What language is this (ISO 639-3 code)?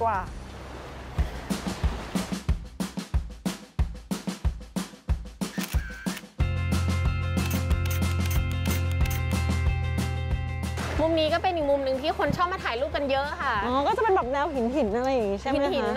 tha